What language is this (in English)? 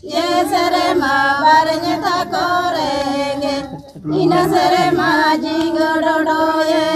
Santali